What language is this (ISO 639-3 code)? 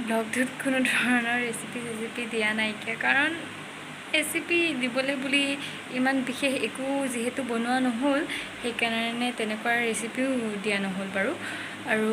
asm